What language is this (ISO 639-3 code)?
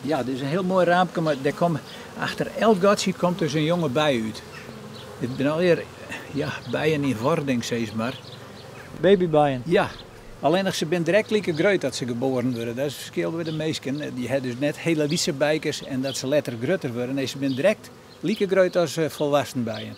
fry